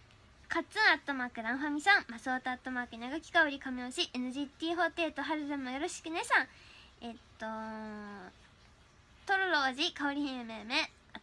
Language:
Japanese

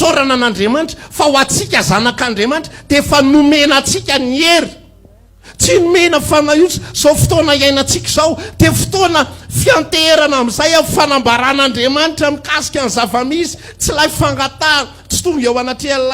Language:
Malagasy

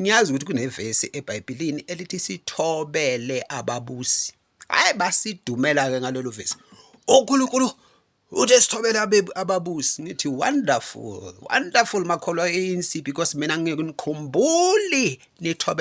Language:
Zulu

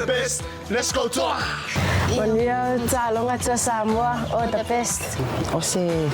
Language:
Samoan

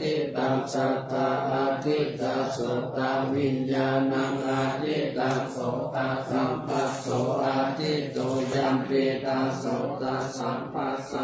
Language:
Pali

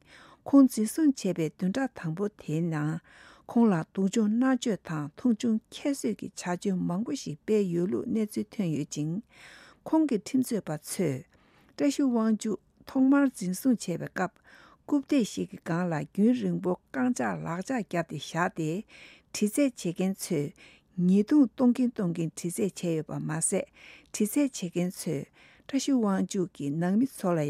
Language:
Tibetan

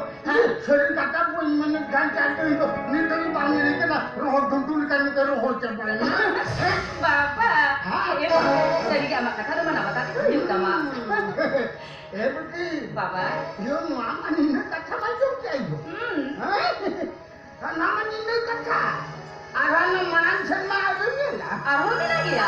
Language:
Santali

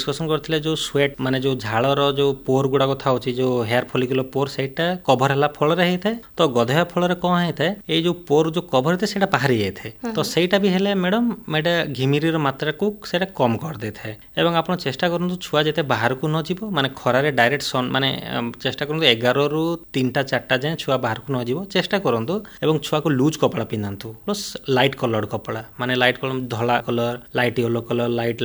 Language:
Odia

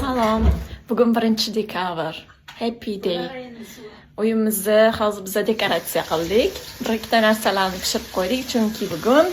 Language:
Uzbek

